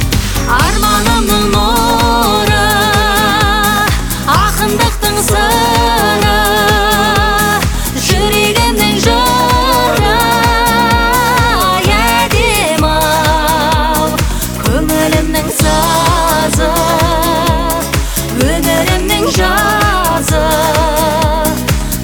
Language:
Kazakh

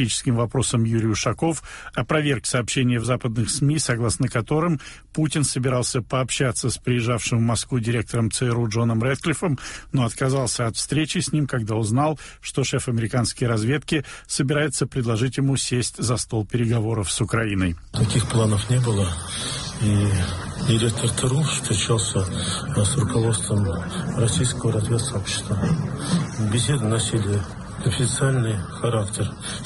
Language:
Russian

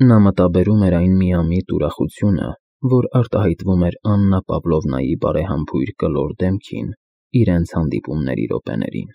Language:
Armenian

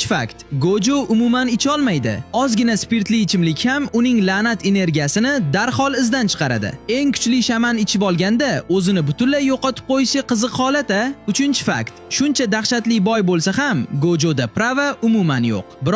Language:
Uzbek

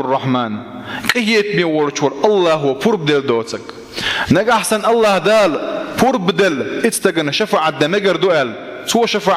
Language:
Chechen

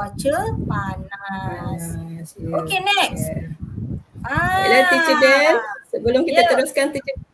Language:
Malay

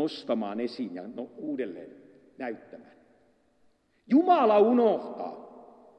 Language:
Finnish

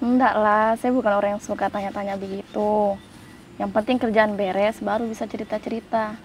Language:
Makassar Malay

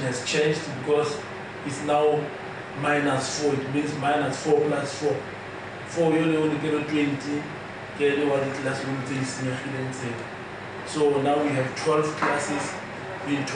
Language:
Tswana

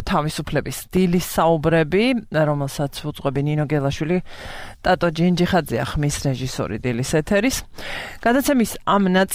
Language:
Georgian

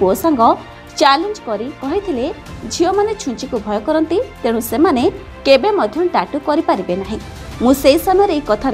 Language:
Odia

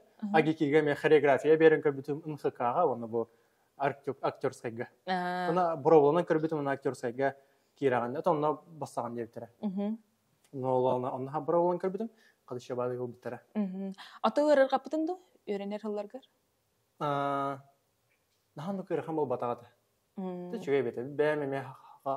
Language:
Yakut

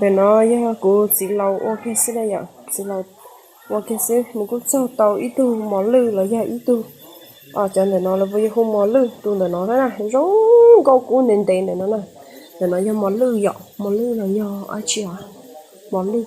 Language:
Hmong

